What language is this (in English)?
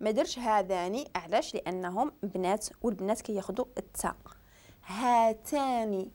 Moroccan Arabic